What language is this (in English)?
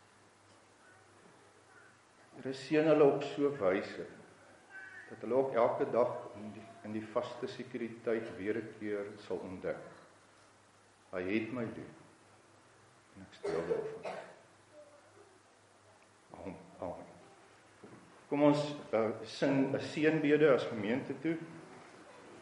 Afrikaans